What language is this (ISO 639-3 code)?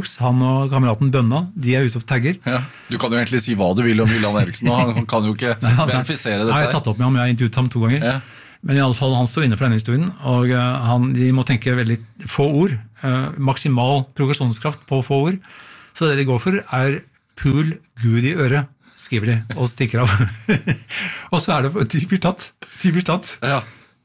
nor